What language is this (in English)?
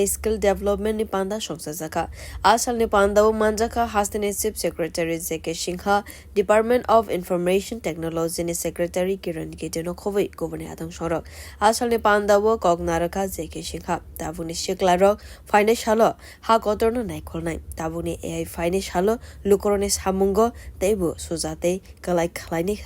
Kok Borok